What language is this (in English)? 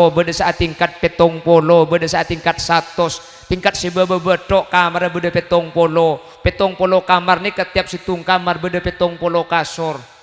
Madurese